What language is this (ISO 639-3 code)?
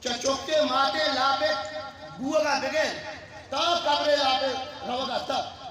bgp